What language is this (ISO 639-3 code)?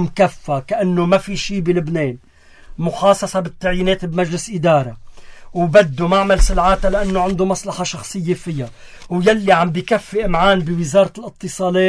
apc